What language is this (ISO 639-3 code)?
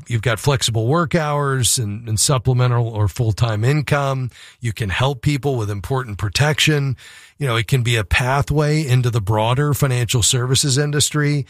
eng